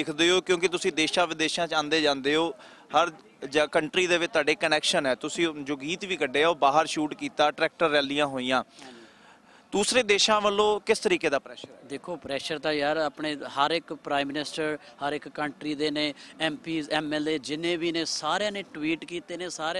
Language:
Punjabi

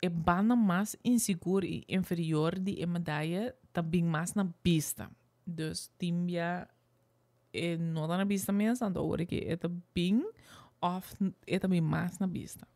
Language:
Papiamento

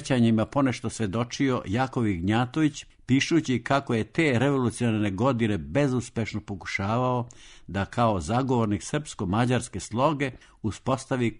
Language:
Serbian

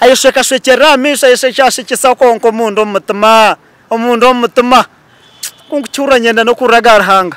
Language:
Nyankole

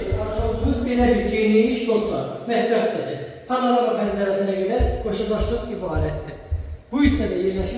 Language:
Azerbaijani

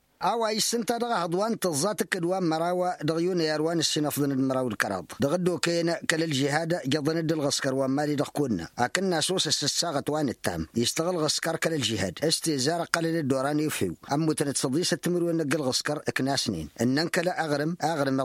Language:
Tamasheq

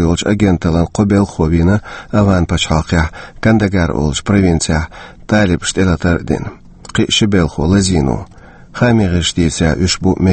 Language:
Chechen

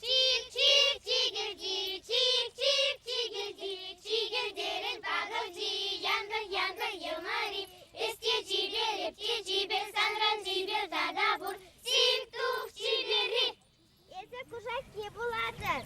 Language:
Chuvash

